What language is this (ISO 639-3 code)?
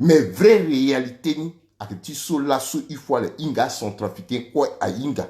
sag